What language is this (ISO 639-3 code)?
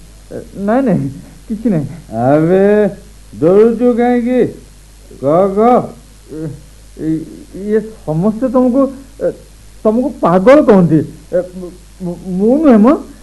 ori